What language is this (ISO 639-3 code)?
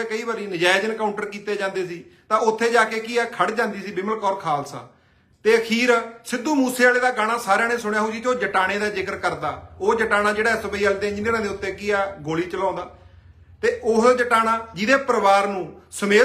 pan